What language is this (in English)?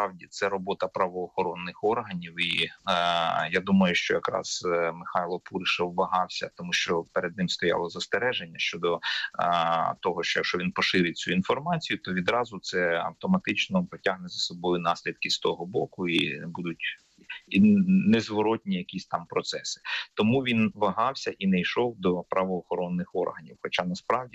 Ukrainian